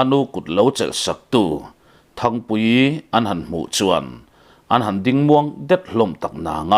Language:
Mizo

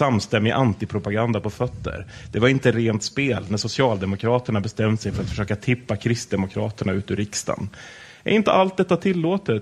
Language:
Swedish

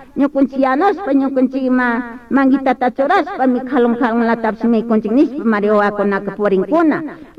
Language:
Chimborazo Highland Quichua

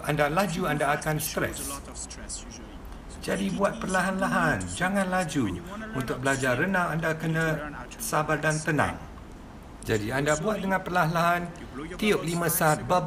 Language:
Malay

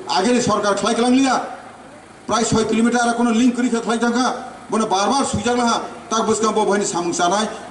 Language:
Kok Borok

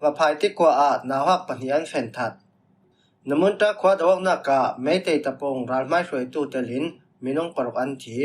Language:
Falam Chin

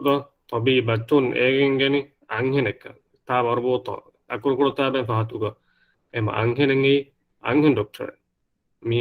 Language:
Divehi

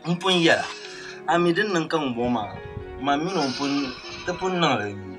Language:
Dagbani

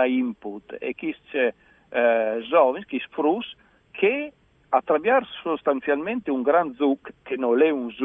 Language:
Friulian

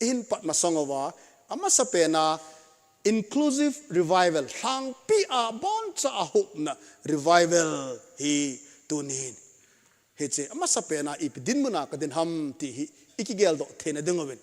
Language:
Thado Chin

